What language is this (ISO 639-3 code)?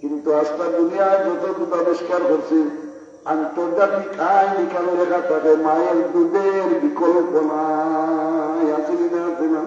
syl